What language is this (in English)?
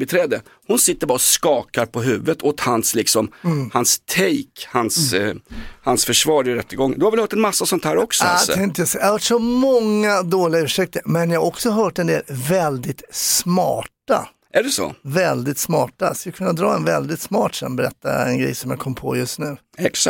Swedish